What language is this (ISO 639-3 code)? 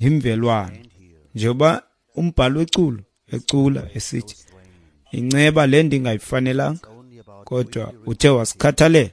xho